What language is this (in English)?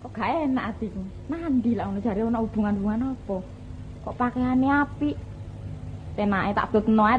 Javanese